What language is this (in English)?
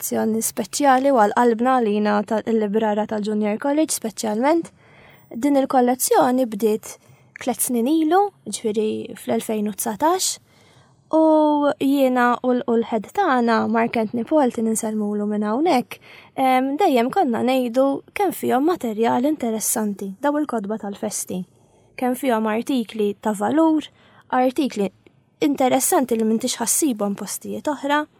Maltese